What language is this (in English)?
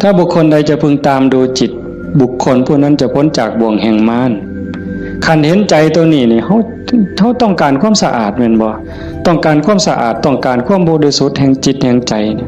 Northeastern Thai